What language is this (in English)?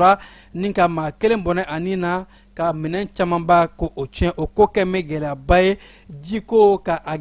Bambara